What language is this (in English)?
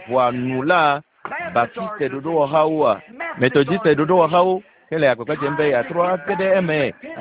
Ewe